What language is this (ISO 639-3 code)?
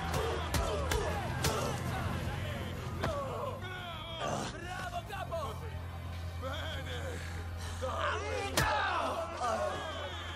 ita